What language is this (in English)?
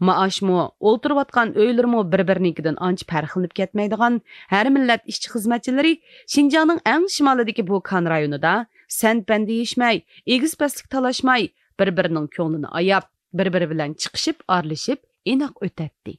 Uyghur